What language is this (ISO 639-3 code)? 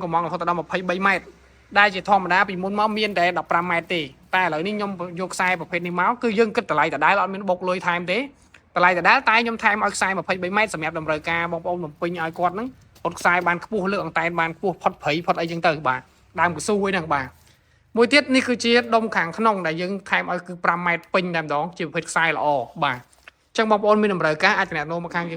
khm